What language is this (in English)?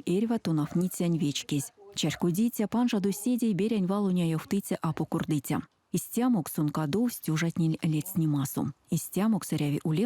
Erzya